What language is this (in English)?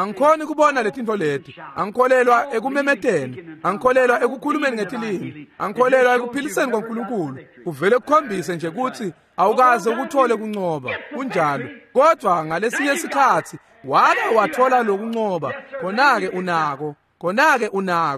Swati